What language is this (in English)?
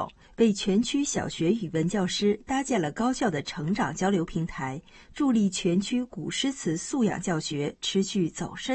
Chinese